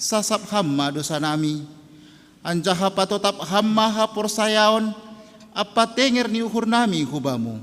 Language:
Batak Simalungun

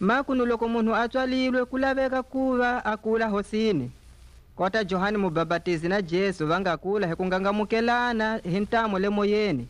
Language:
Tswa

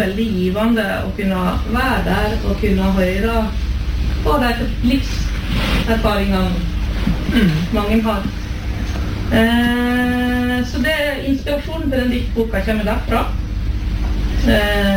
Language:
Norwegian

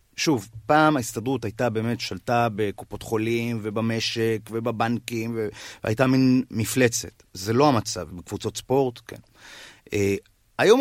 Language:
Hebrew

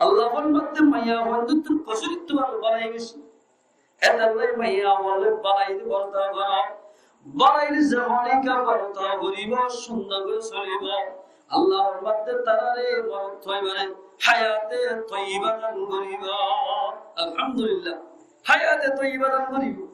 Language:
Rohingya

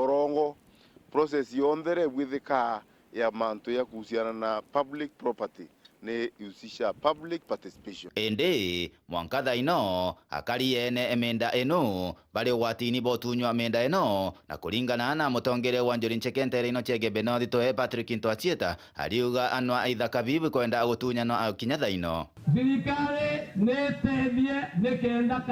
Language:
Meru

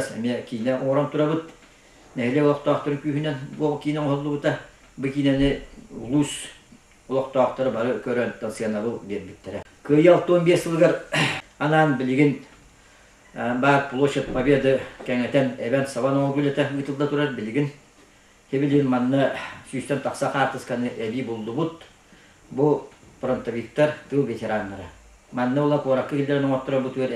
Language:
Yakut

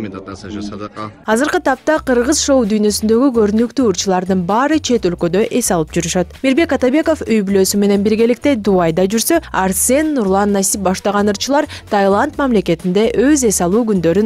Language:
Kyrgyz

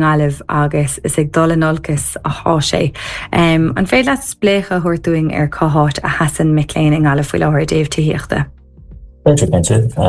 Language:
Irish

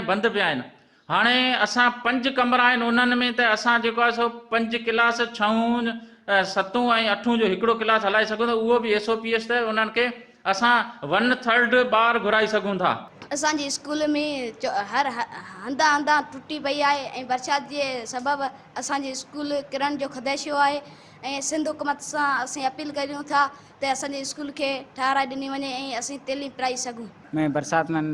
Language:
Sindhi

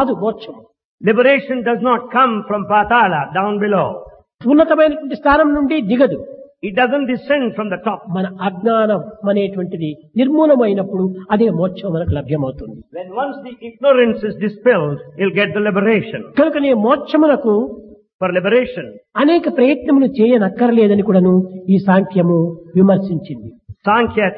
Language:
Telugu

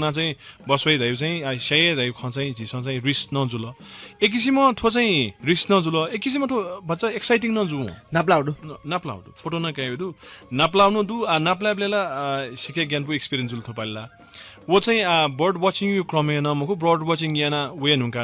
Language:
Newari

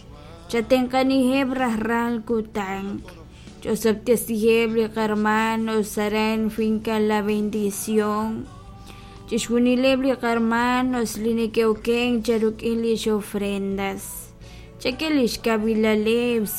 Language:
Kekchí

